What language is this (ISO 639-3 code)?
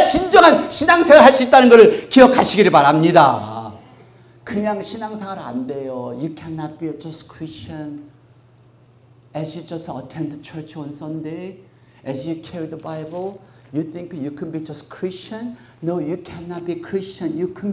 kor